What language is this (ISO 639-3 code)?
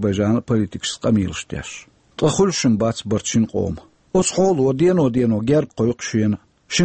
che